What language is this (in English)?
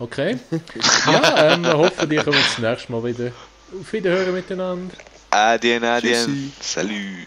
Swiss German